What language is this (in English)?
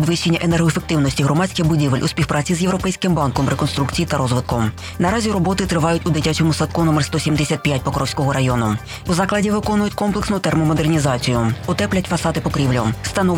Ukrainian